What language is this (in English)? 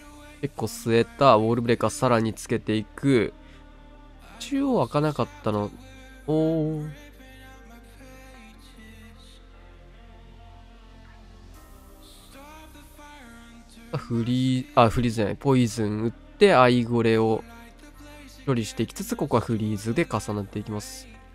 Japanese